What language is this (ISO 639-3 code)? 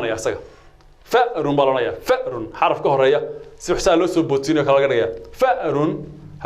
som